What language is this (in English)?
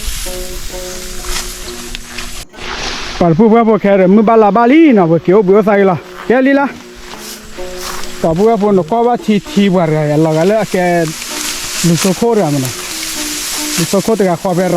S'gaw Karen